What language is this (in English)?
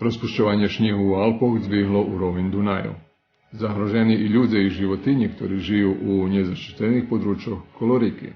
Rusyn